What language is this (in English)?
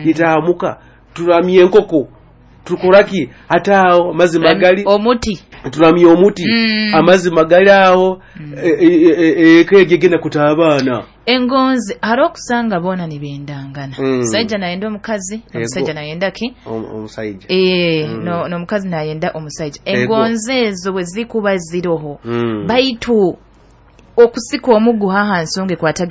Nyoro